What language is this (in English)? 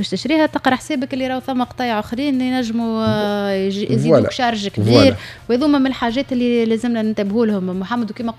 Tunisian Arabic